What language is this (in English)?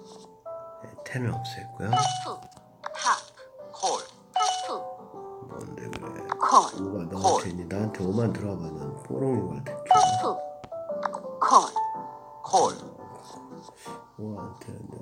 Korean